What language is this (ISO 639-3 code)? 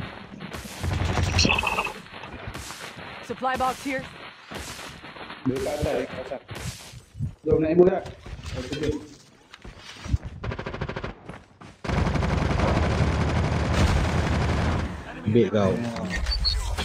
msa